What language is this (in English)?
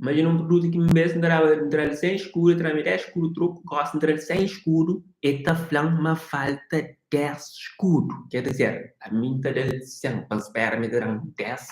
Kabuverdianu